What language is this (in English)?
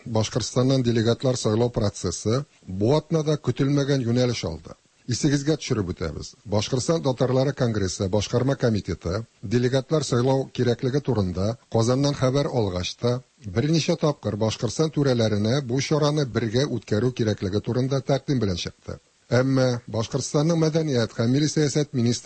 Tatar